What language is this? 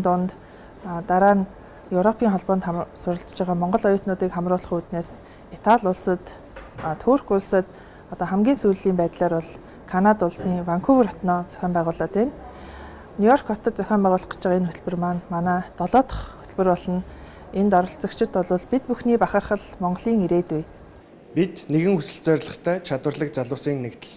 Mongolian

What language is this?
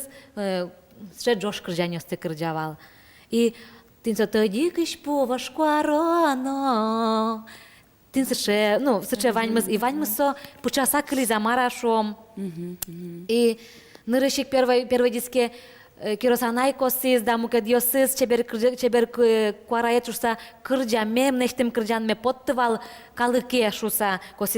Udmurt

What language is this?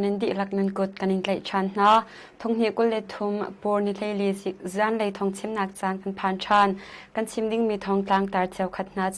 Hakha Chin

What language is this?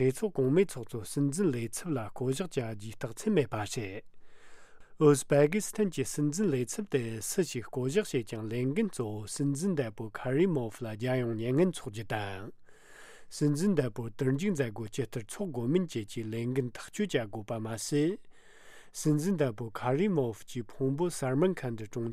Tibetan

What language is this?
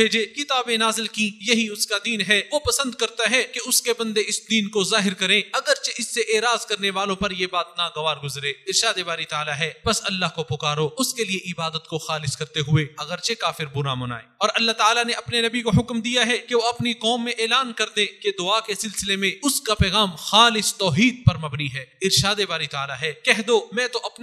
Urdu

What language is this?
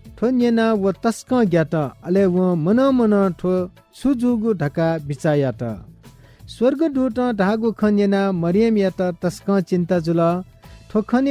Newari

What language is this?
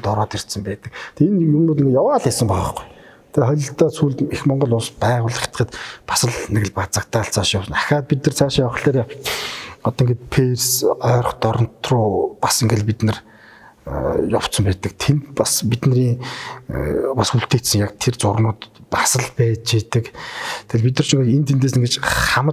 Mongolian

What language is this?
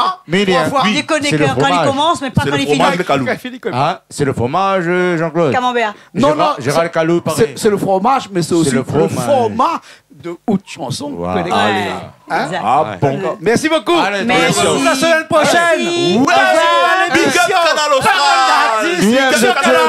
Réunion Creole French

